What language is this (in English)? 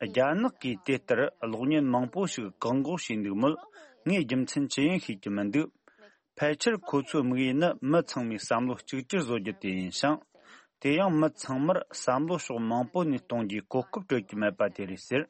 Tibetan